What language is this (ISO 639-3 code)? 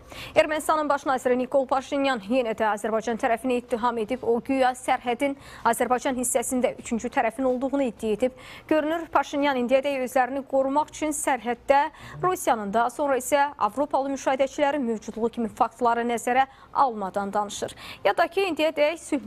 aze